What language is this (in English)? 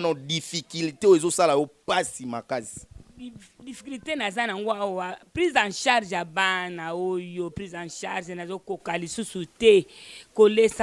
Lingala